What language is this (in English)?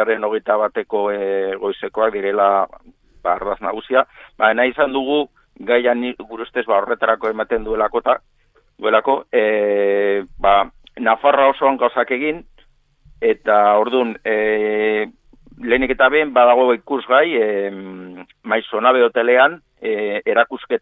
Basque